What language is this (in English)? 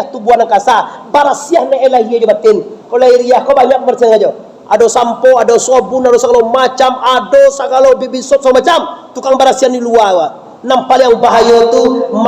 Minangkabau